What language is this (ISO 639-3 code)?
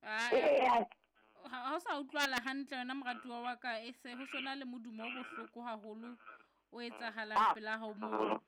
sot